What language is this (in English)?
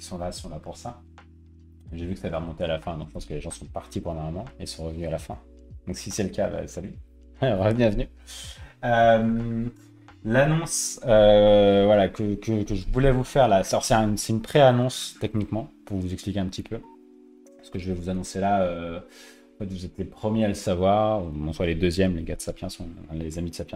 French